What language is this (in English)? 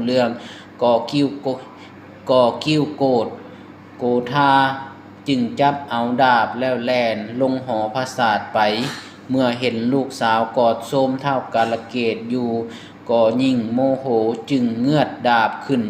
Lao